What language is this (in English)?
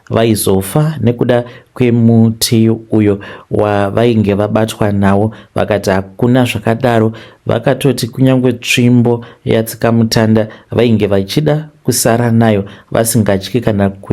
Shona